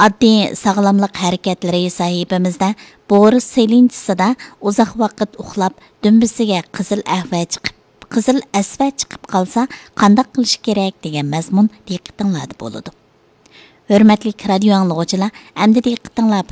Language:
Uyghur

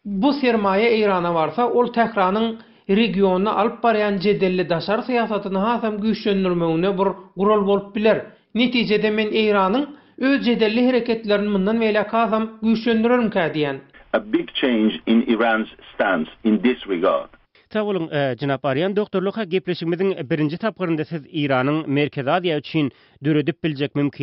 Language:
Turkmen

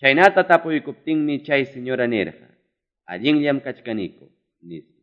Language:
Ayacucho Quechua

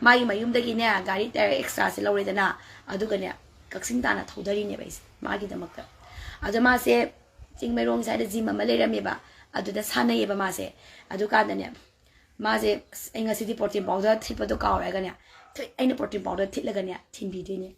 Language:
Manipuri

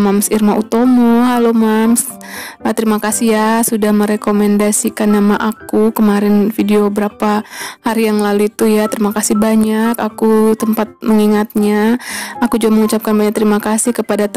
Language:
Indonesian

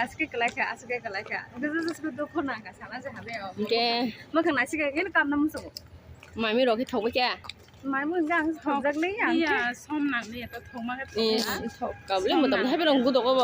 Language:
Kok Borok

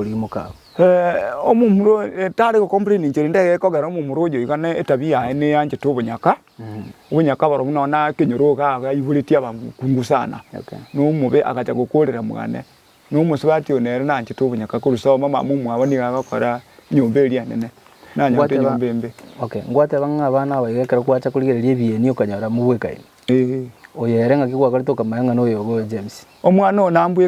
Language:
Gusii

